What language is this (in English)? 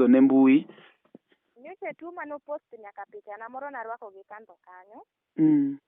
Luo (Kenya and Tanzania)